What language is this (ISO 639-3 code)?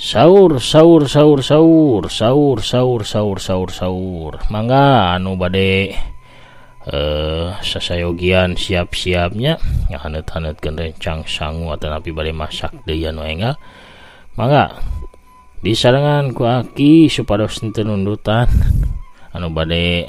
sun